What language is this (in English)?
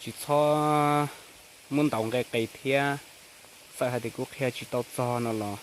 Hmong